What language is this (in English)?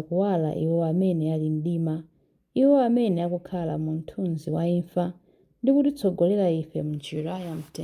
Nyanja